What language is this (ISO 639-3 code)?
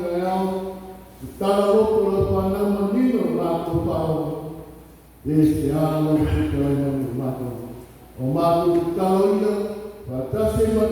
smo